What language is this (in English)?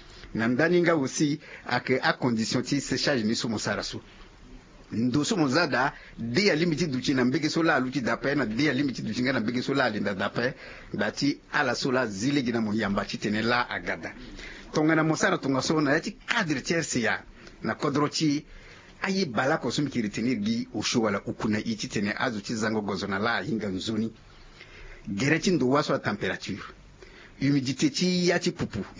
Sango